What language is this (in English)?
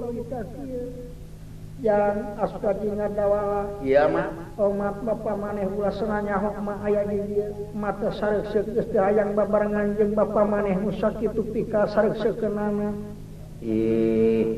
Sundanese